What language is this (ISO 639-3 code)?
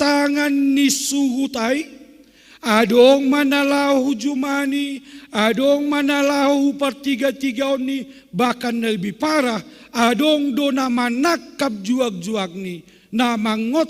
bts